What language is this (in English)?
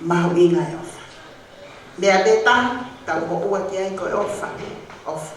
Tongan